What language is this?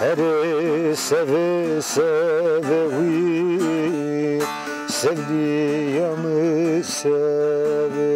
Zaza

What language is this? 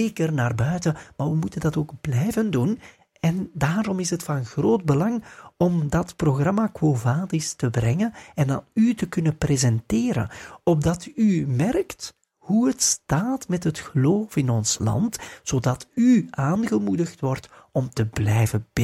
Dutch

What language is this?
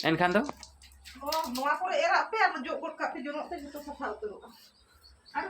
Santali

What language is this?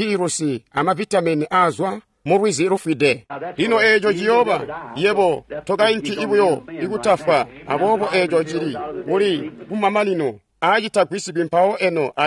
Tonga (Zambia)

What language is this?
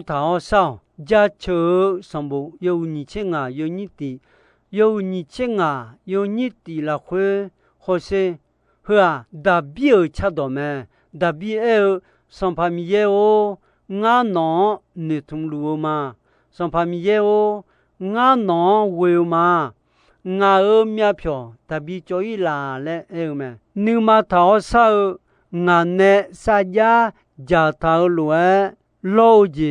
Akha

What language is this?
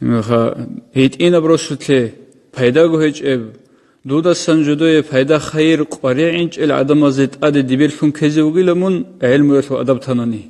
Avaric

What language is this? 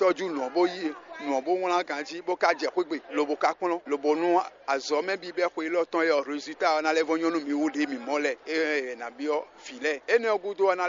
Fon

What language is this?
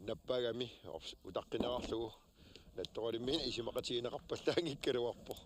Kalaallisut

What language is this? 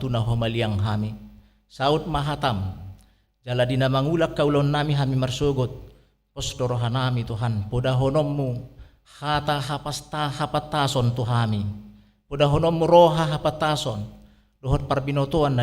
Batak Toba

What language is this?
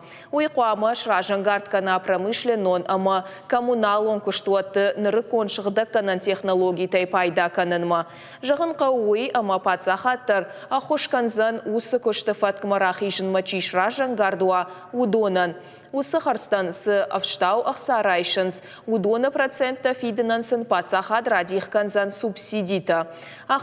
Ossetic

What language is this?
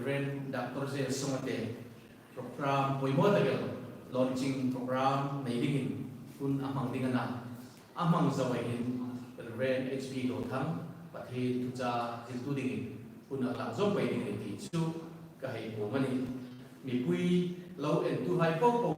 Hmar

